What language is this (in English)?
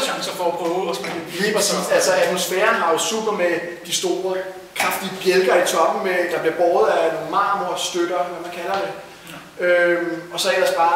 Danish